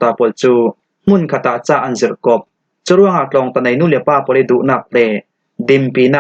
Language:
Falam Chin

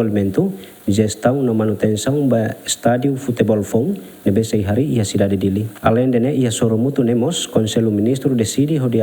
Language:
Tetum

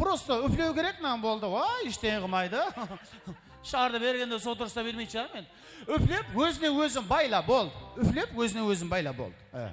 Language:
Kara-Kalpak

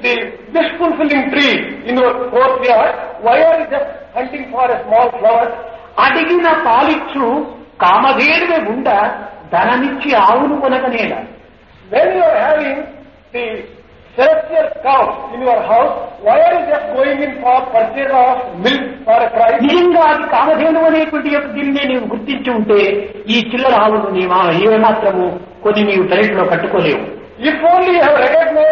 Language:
Telugu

